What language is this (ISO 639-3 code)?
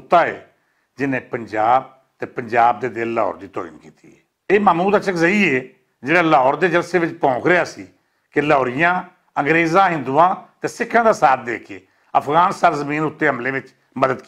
lah